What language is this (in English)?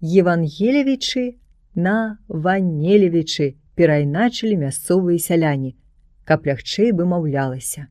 Belarusian